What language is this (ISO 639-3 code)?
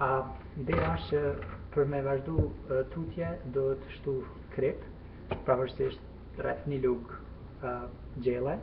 sqi